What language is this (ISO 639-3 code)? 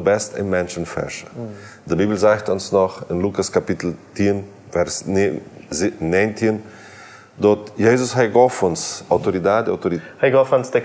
pdt